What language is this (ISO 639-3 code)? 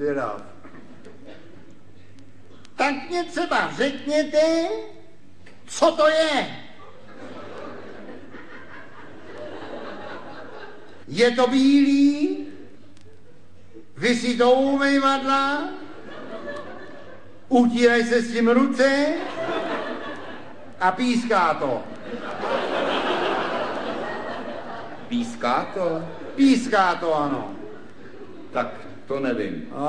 ces